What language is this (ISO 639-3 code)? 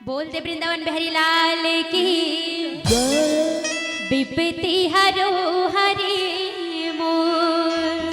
hne